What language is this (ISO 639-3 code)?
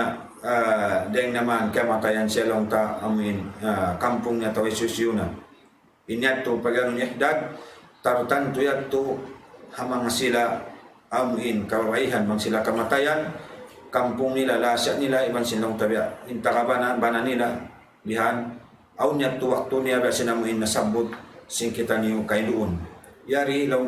tsg